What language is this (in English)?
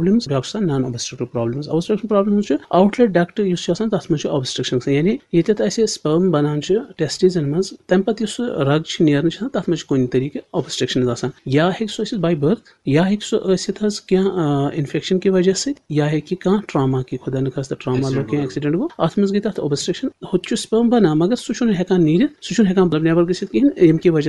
Kashmiri